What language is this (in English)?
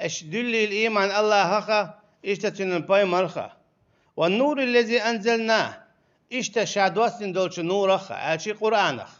Chechen